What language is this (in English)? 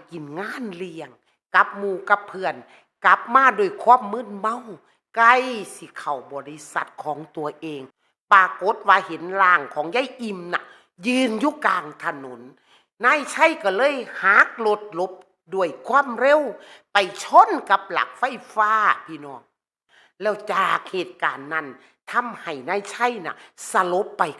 Northeastern Thai